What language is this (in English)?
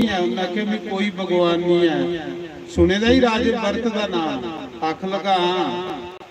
Dogri